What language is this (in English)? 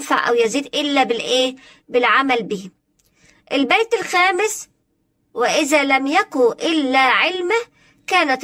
Egyptian Arabic